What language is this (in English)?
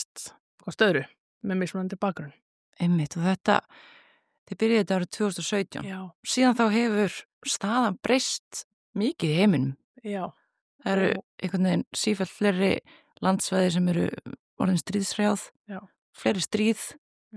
Icelandic